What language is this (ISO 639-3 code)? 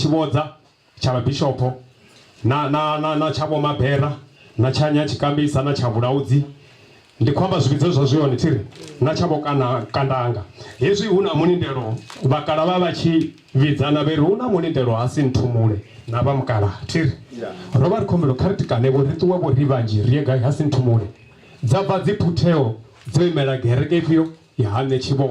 ven